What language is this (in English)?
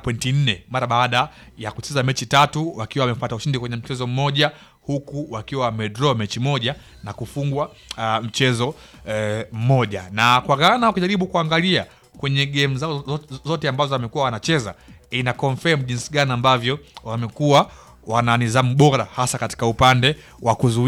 Swahili